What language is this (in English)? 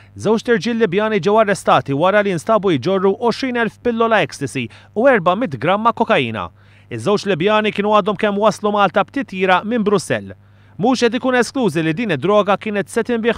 Maltese